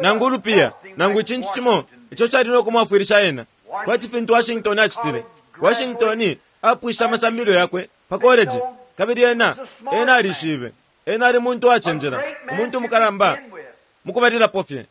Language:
Bemba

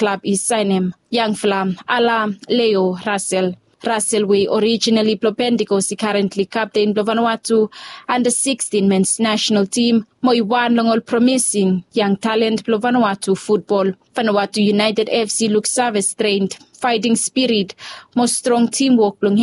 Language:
Bislama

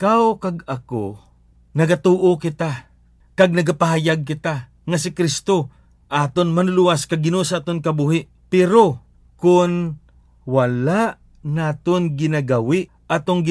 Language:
Hiligaynon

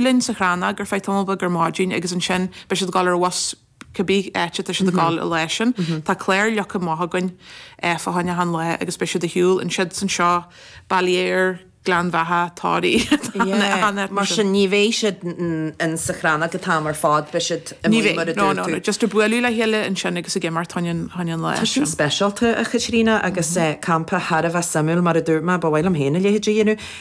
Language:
Irish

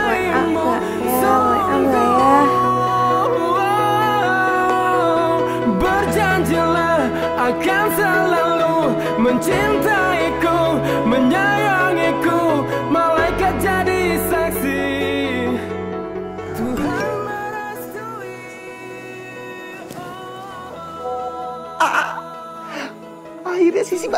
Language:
Indonesian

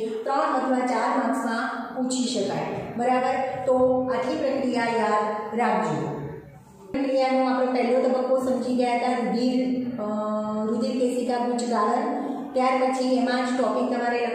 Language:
Gujarati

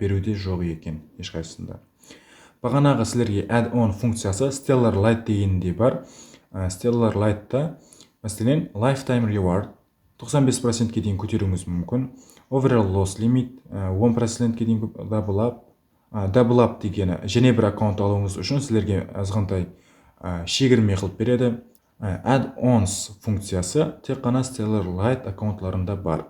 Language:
Kara-Kalpak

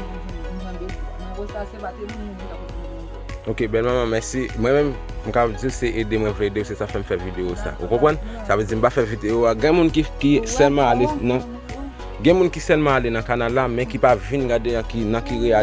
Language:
Haitian Creole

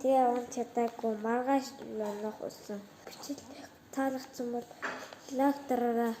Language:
Mongolian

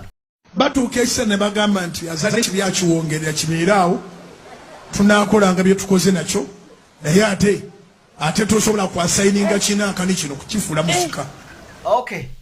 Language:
Ganda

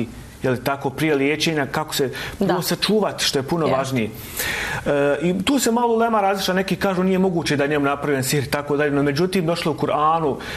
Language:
Bosnian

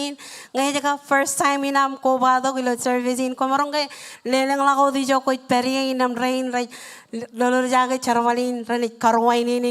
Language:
Marshallese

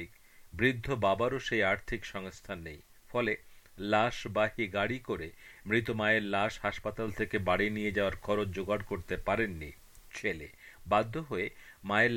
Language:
Bangla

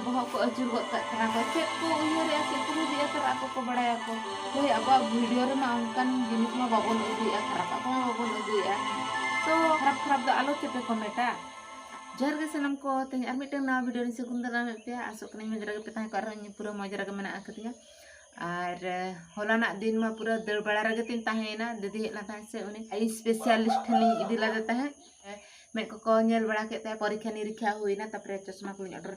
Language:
Santali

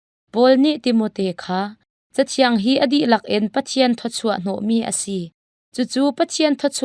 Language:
Hakha Chin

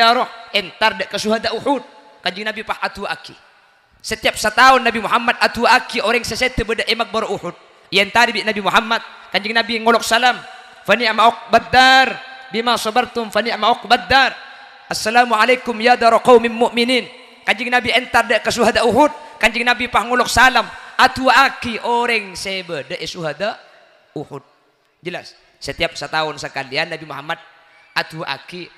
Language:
Madurese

